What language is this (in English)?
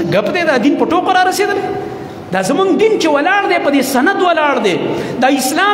Pashto